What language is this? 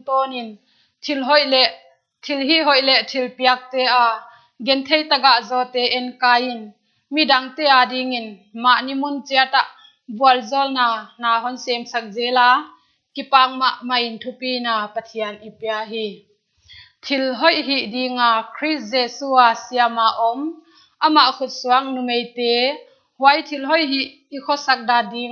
Paite Chin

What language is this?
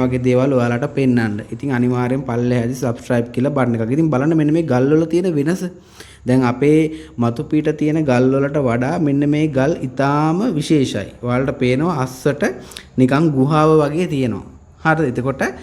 Sinhala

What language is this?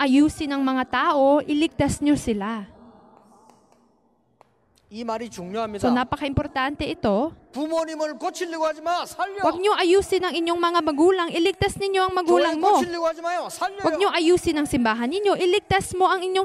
Filipino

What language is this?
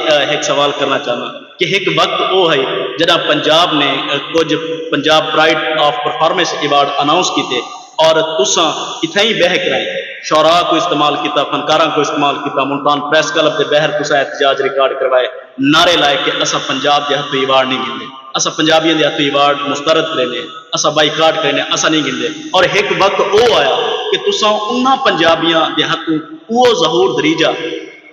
Saraiki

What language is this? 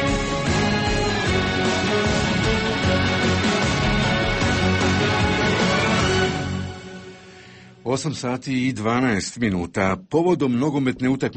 Croatian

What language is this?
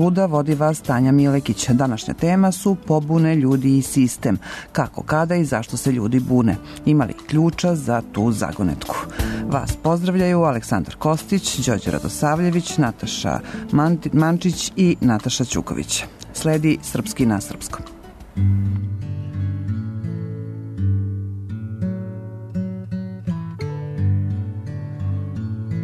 Serbian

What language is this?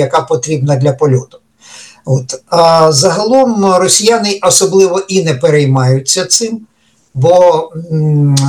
Ukrainian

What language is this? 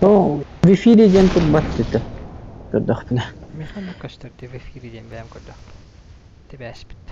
Yakut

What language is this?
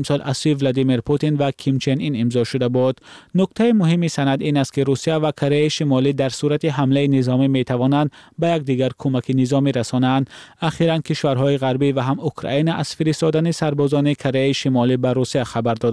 Persian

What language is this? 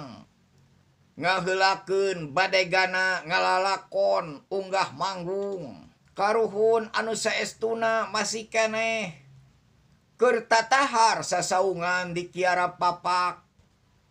Sundanese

